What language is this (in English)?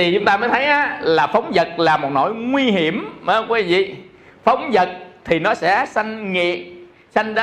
Vietnamese